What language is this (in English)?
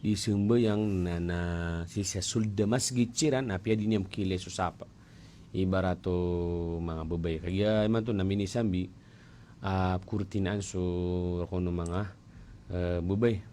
Maranao